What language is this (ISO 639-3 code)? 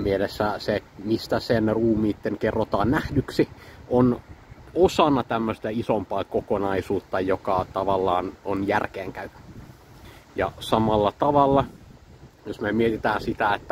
fin